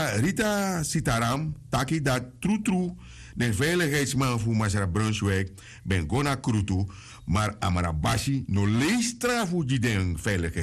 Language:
Sranan Tongo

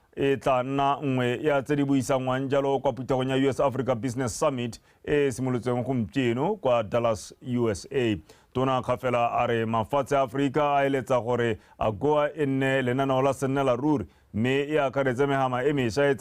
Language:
Tswana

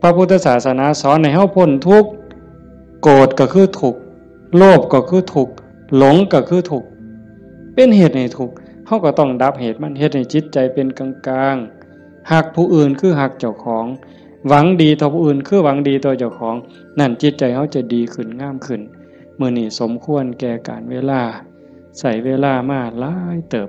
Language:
Northeastern Thai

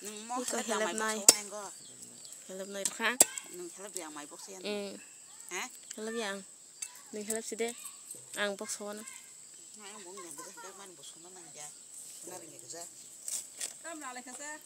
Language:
Kok Borok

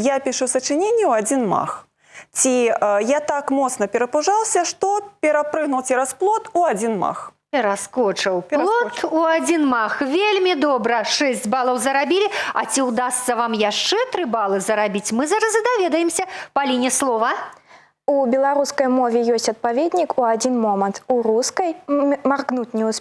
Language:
Belarusian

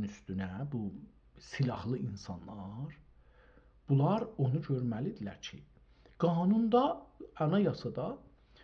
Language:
South Azerbaijani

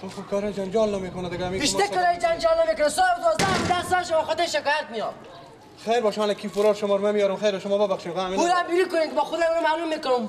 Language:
Persian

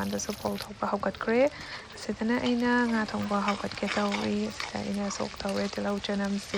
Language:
Manipuri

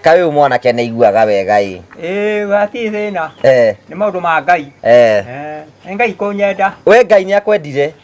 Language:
Kikuyu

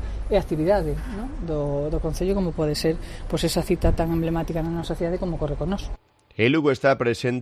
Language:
Galician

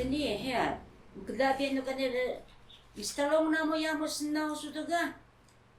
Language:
Taroko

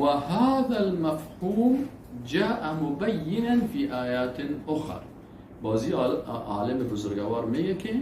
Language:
Persian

